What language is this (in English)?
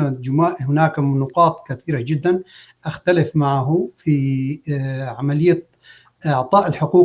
North Levantine Arabic